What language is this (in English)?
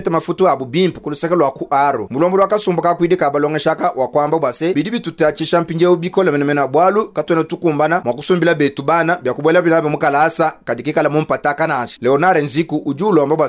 Luba-Lulua